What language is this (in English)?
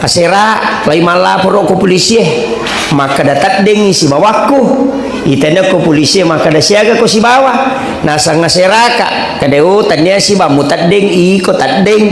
Buginese